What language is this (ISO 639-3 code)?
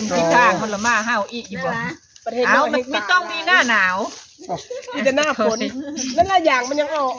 tts